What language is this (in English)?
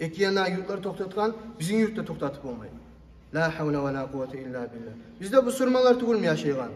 Kumyk